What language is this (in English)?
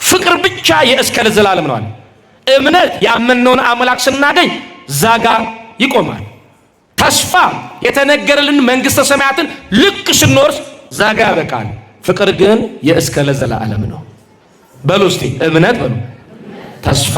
Amharic